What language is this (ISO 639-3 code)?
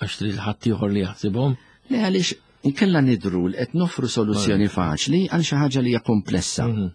mlt